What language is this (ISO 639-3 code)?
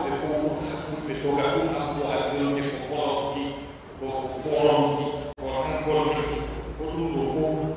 fuf